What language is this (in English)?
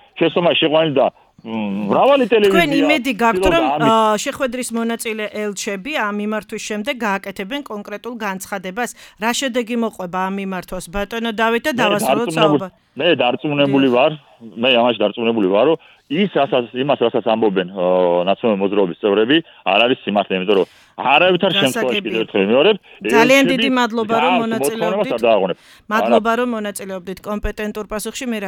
Georgian